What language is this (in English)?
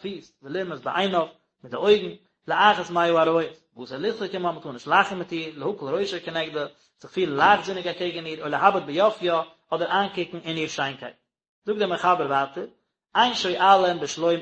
Yiddish